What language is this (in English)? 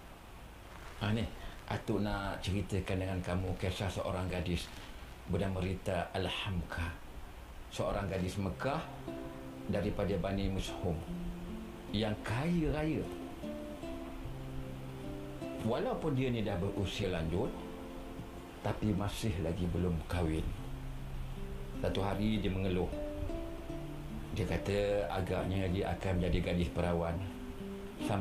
Malay